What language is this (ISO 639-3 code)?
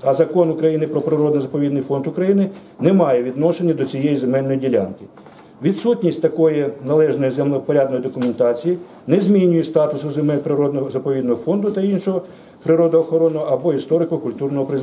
ukr